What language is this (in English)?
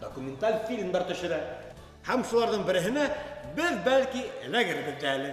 Bashkir